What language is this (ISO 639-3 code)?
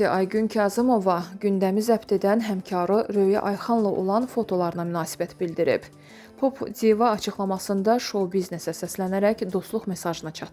aze